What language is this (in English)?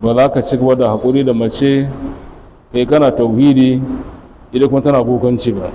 Hausa